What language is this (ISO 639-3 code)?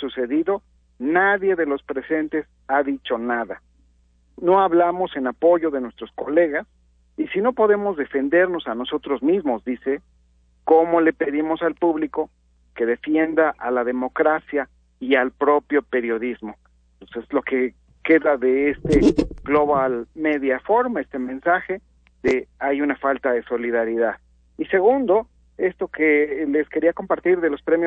spa